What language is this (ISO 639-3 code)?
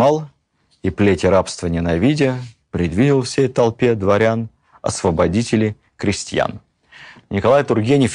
rus